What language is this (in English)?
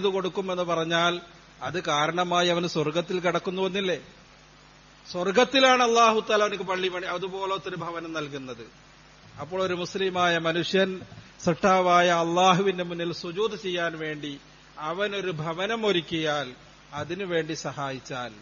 Malayalam